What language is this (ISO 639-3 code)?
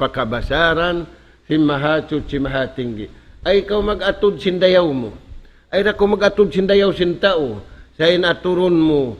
tsg